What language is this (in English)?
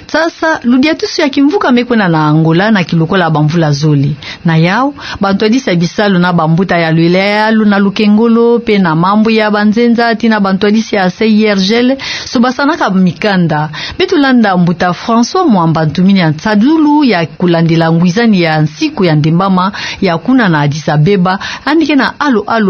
Kituba (Democratic Republic of Congo)